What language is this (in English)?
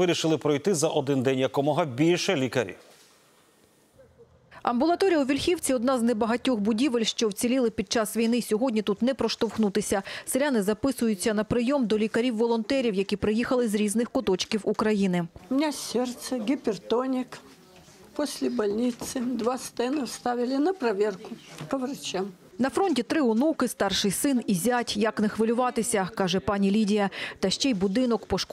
Ukrainian